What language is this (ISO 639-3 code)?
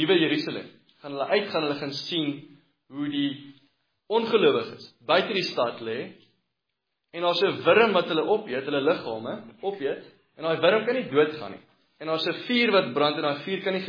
afr